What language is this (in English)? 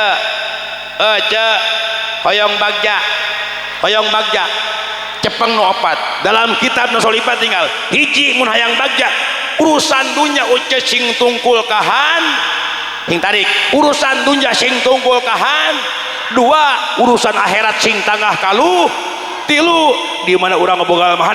Sundanese